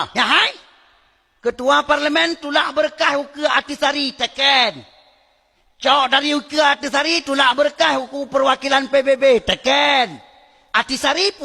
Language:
Achinese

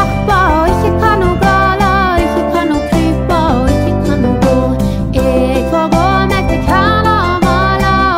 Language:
Norwegian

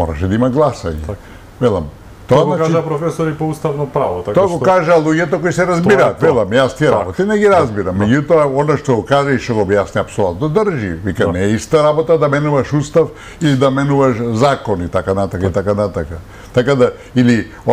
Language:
Macedonian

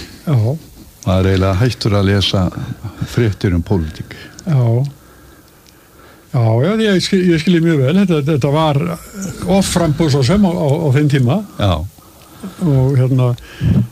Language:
Icelandic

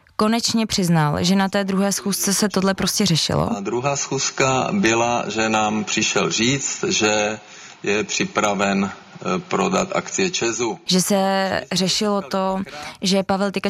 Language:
Czech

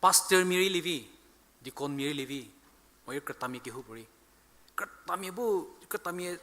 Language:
Angami Naga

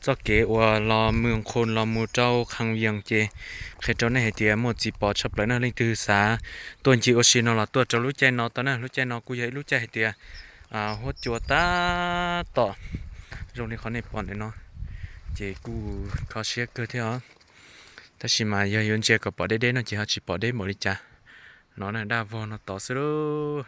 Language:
Hmong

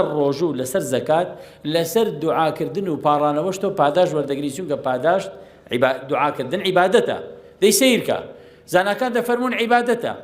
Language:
Central Kurdish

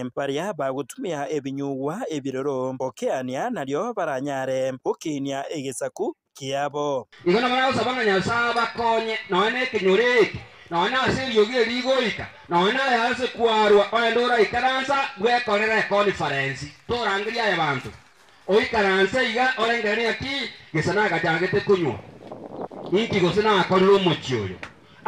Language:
Gusii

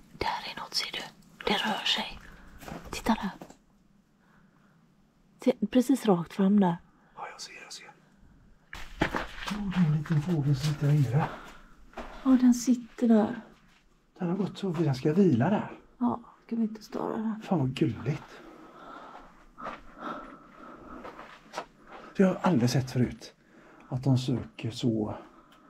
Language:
Swedish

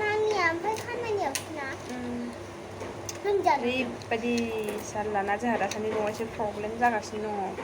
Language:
Bodo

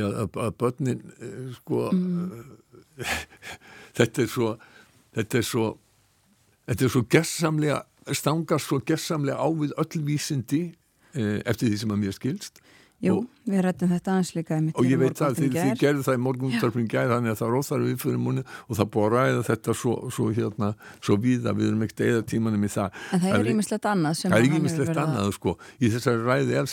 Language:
Icelandic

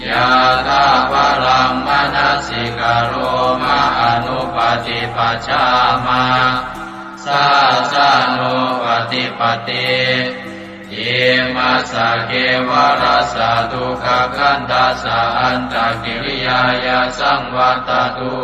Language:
Pali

